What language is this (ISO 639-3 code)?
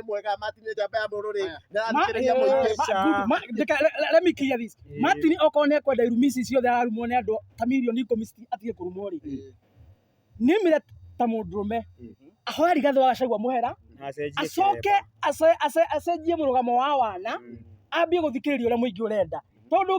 kik